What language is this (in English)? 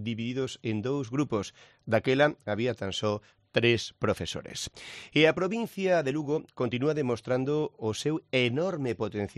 Galician